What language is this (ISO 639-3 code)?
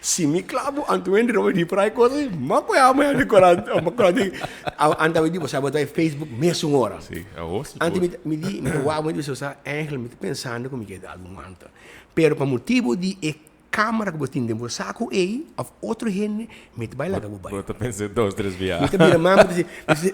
pap